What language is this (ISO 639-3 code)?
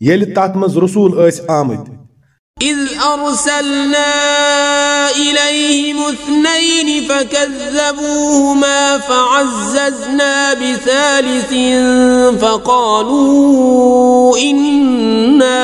kas